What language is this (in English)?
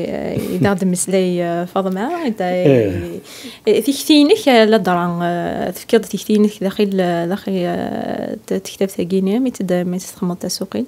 Kabyle